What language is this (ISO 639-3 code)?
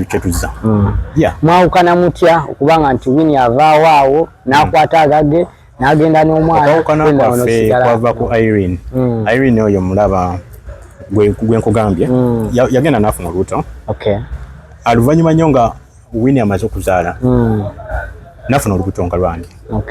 lug